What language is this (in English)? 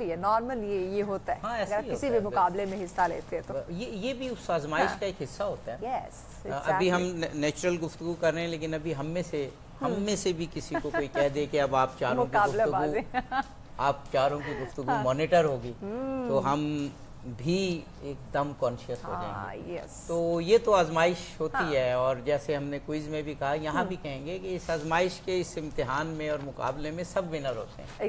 Urdu